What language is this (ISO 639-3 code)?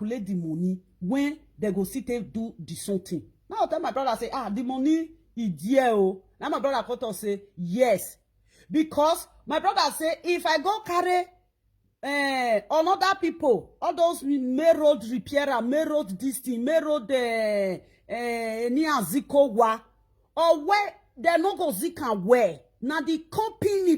pcm